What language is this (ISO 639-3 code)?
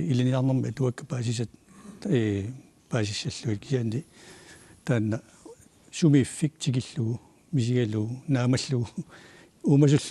kal